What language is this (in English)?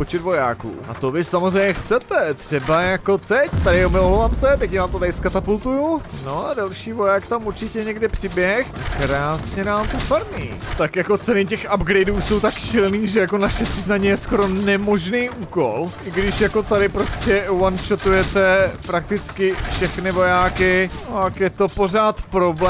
Czech